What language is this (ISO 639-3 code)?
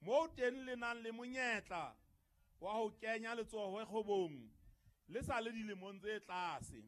sot